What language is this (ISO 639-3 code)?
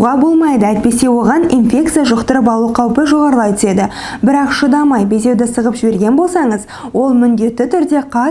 kaz